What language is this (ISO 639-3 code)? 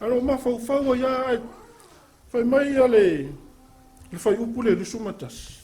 smo